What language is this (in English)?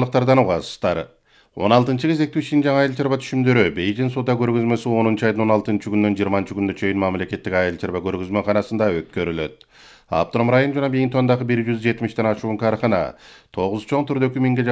Kyrgyz